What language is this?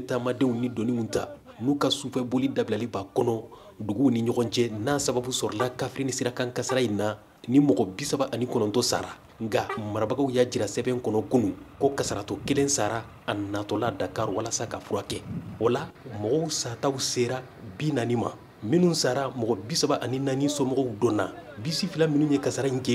Bambara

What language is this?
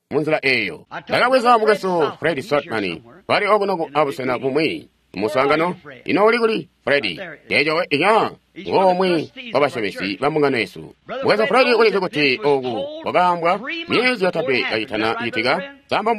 Tonga (Zambia)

